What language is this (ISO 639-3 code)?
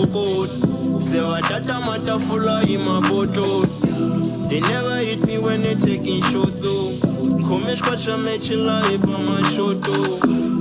tso